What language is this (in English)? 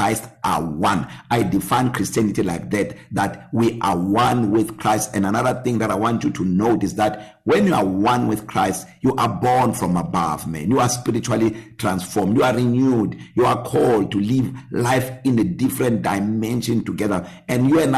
English